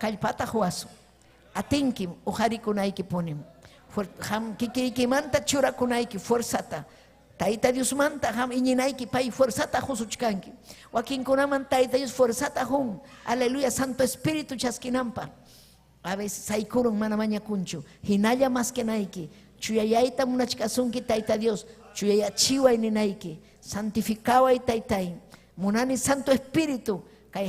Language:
Ayacucho Quechua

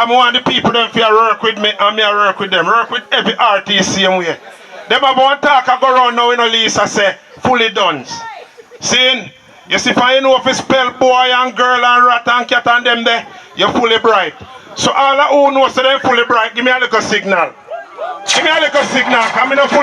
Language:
Jamaican Creole English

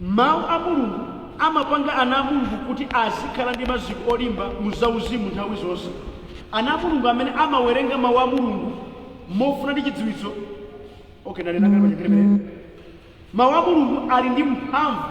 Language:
Nyanja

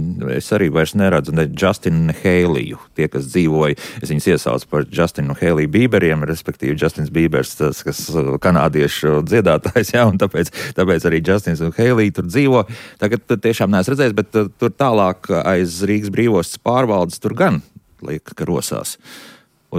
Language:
Latvian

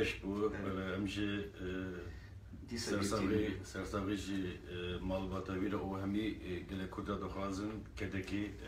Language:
Kurdish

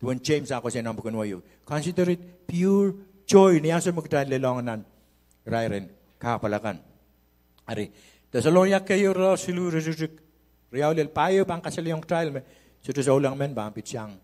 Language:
Pohnpeian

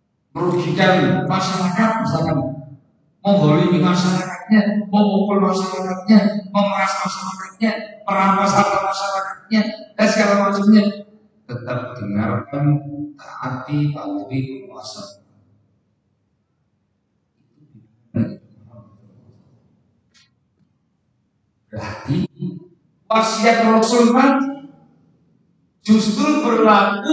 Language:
Indonesian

